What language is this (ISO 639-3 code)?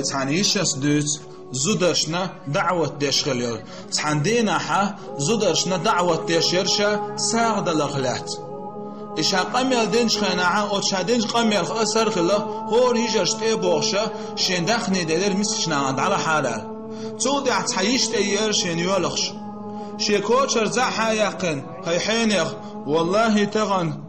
che